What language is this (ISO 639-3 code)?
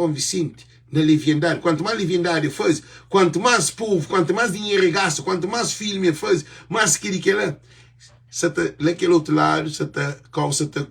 kea